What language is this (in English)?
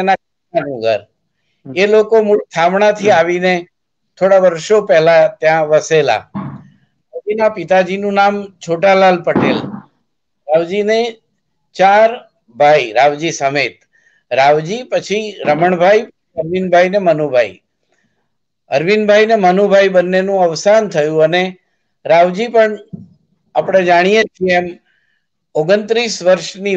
Gujarati